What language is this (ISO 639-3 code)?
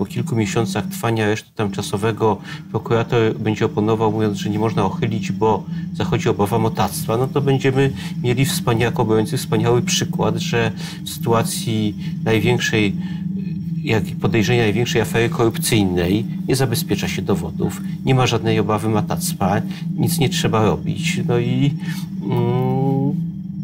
pol